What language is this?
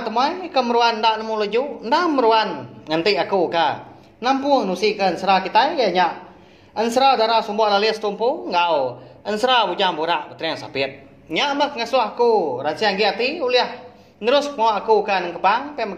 Iban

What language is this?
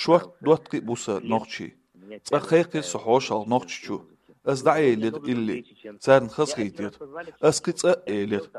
Chechen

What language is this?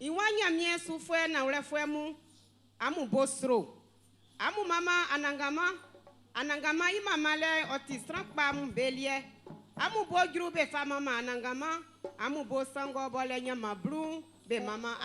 Baoulé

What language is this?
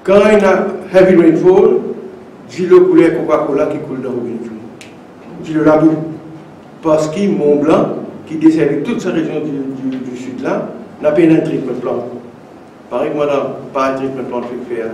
Morisyen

